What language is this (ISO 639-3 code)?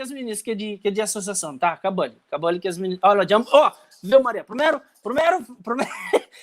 kea